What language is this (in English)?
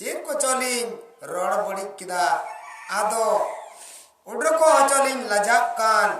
Santali